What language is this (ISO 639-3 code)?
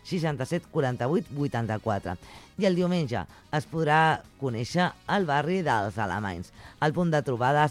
cat